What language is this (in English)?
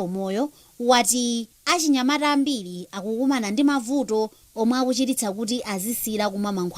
Nyanja